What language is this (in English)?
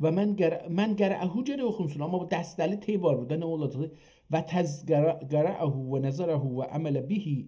South Azerbaijani